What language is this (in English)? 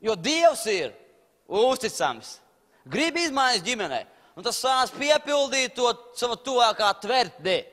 Latvian